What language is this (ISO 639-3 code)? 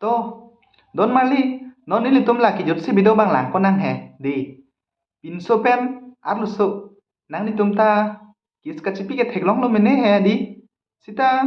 mjw